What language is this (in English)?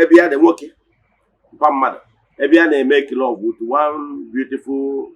Igbo